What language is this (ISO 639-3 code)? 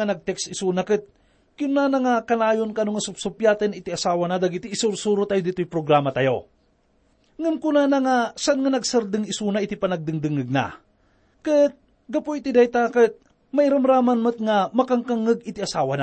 ilo